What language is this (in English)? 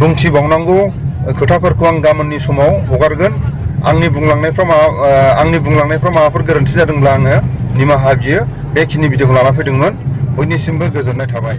Bodo